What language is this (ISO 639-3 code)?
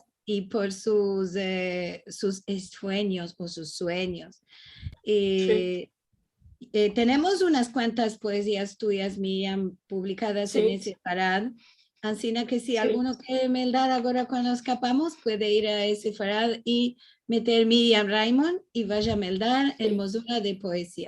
lad